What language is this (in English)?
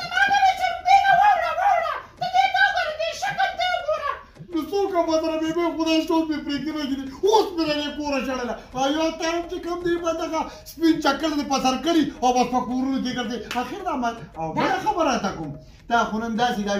Pashto